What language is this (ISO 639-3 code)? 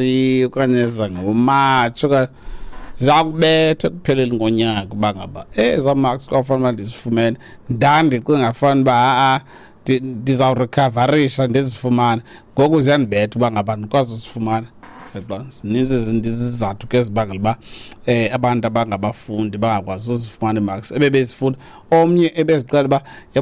xho